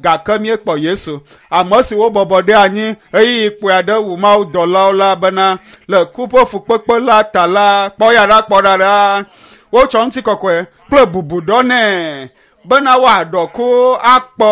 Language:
Ewe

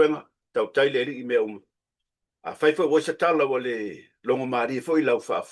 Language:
Samoan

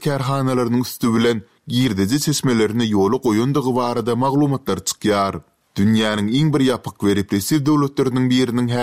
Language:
Turkmen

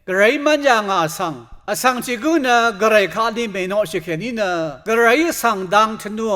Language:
Rawang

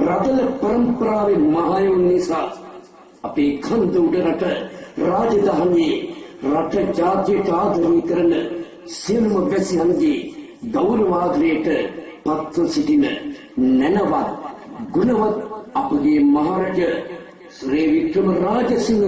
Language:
Sinhala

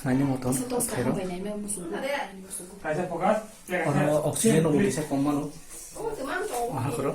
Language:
Kok Borok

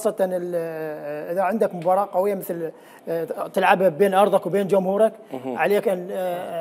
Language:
Mesopotamian Arabic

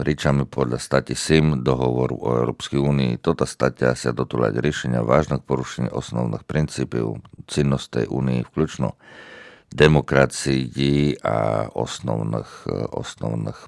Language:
Rusyn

